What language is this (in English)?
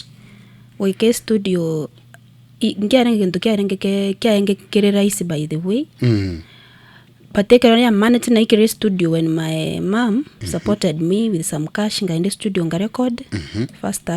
Gusii